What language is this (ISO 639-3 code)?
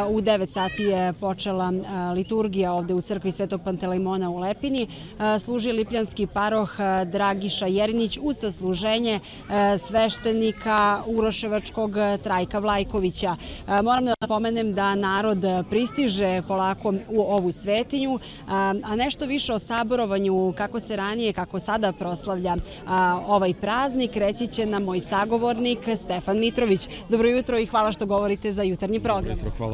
srp